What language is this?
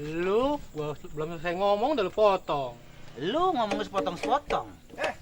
Betawi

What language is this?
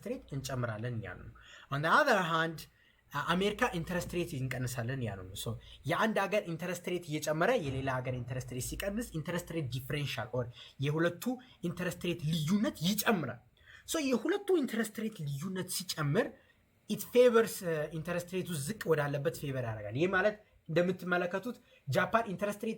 Amharic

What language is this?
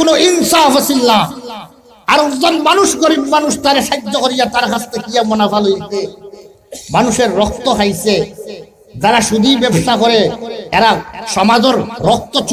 Sylheti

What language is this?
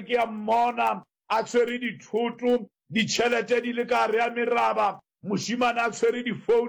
Northern Sotho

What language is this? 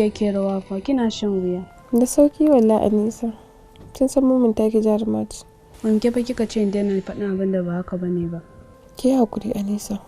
Hausa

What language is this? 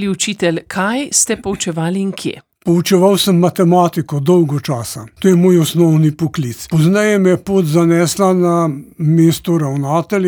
Slovenian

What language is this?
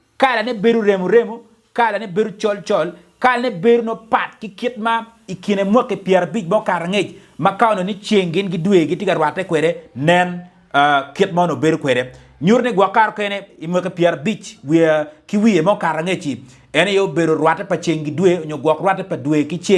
Acoli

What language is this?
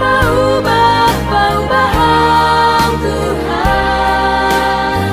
Batak Simalungun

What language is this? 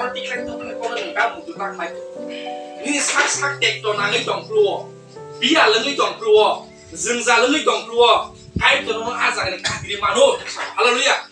Kok Borok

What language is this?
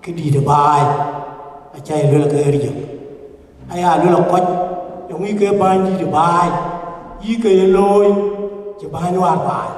Dinka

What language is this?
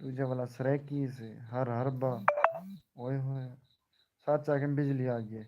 Saraiki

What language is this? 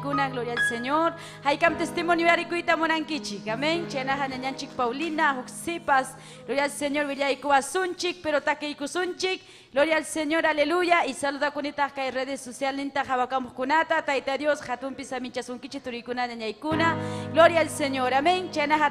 Ayacucho Quechua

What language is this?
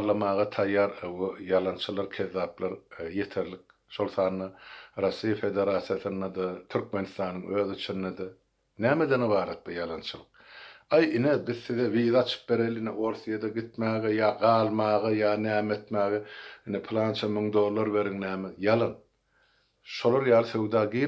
Turkmen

